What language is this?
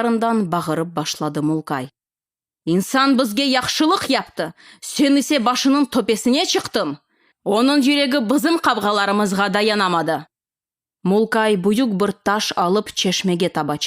Crimean Tatar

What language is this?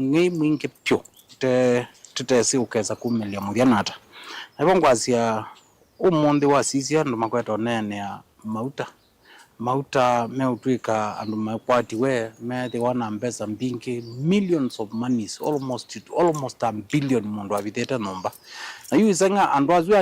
Kamba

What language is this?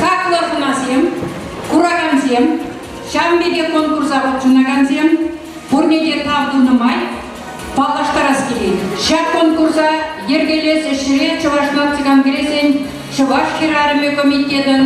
Chuvash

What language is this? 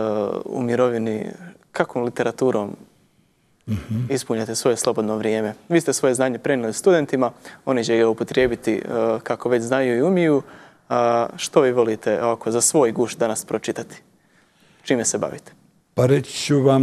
Bosnian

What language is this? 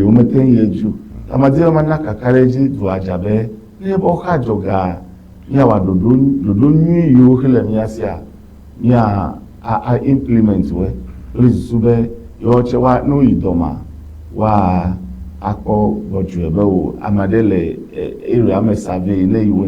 Ewe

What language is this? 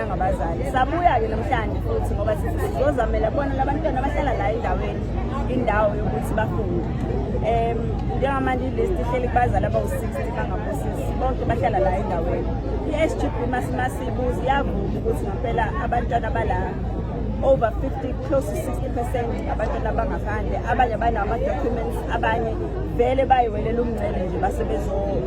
Zulu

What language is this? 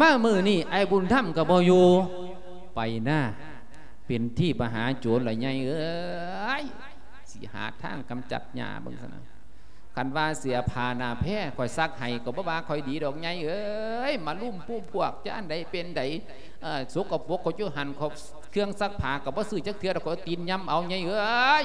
Lao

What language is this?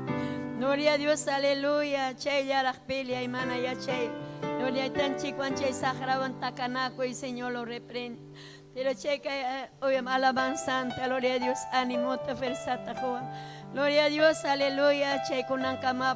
Ayacucho Quechua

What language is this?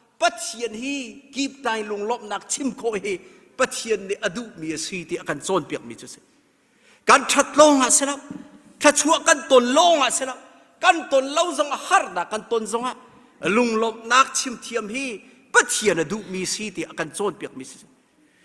Hakha Chin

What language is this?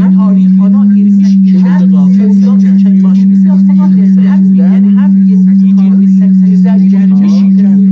South Azerbaijani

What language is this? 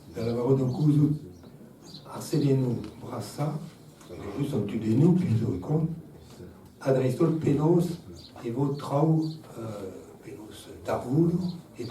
Breton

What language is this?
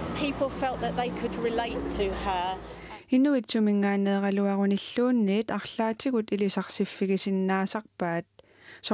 Kalaallisut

